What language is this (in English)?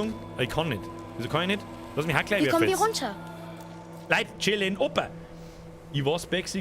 Bavarian